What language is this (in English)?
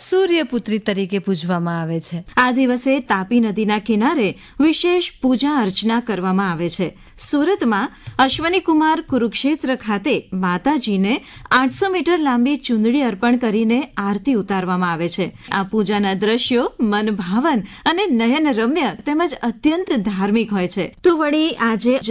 Gujarati